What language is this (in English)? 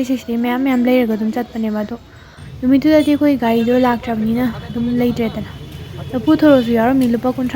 Manipuri